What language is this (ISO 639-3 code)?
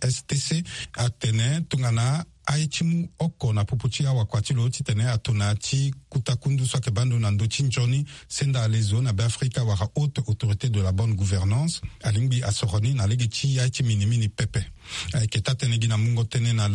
sag